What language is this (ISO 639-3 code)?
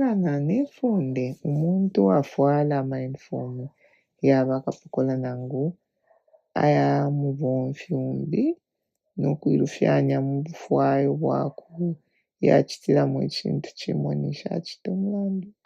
bem